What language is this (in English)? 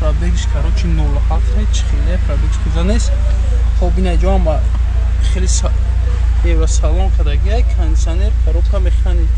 Tajik